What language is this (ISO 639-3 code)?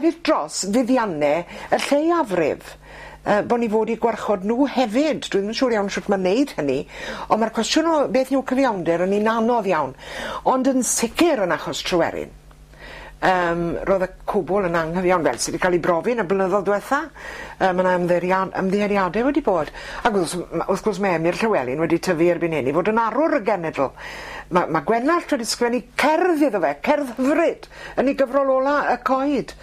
cym